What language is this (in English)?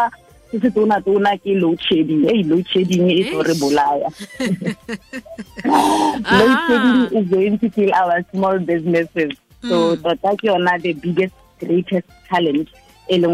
Tswana